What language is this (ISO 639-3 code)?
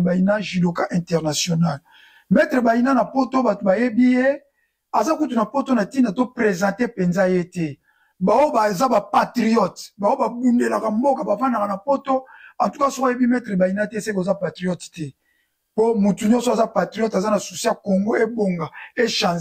lin